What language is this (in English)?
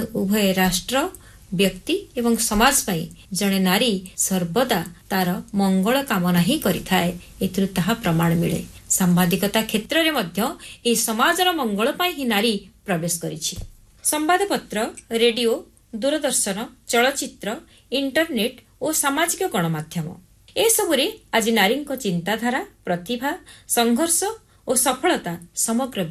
Odia